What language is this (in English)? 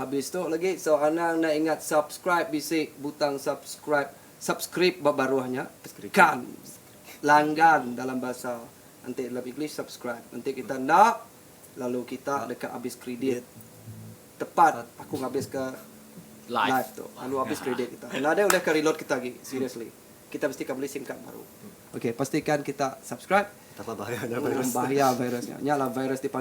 Iban